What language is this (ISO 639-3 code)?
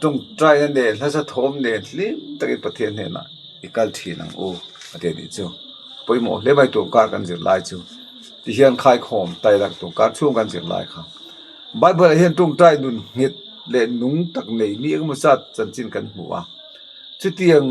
lus